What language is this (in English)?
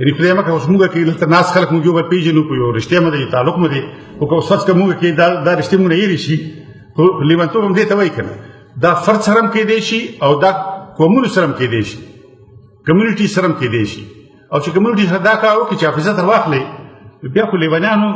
Pashto